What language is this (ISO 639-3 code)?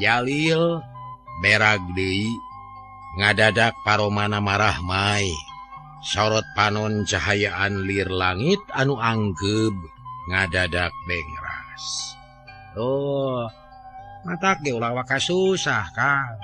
sun